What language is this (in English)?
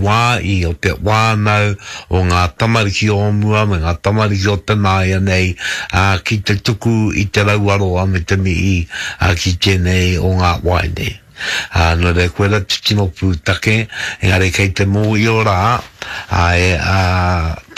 Māori